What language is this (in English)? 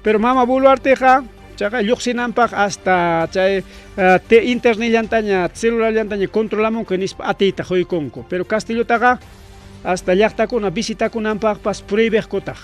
Ayacucho Quechua